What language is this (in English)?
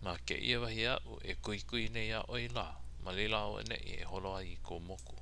Hawaiian